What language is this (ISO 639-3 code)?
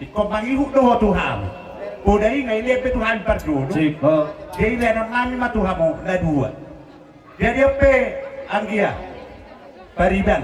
bbc